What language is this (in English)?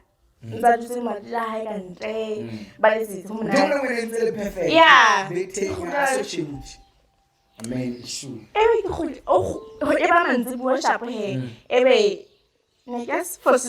Southern Sotho